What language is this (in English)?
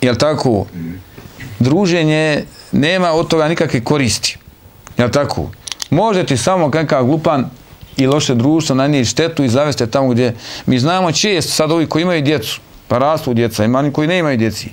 Bosnian